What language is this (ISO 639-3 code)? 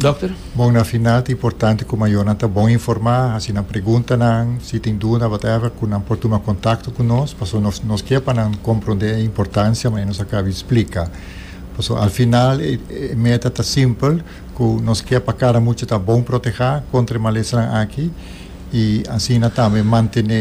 pap